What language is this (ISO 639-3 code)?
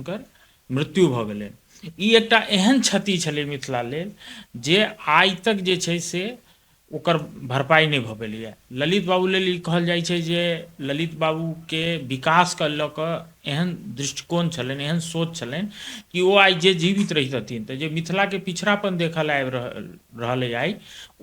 mai